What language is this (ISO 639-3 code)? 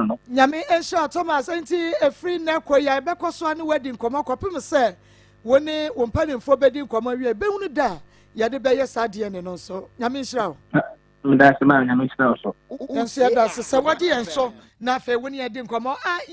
aka